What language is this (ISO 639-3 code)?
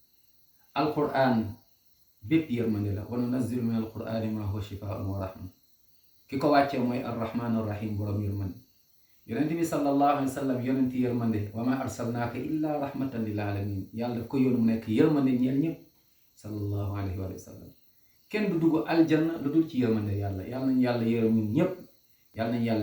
wol